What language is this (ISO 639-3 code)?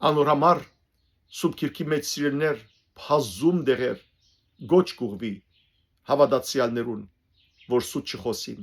hyw